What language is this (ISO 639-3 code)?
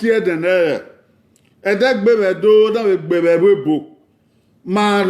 bin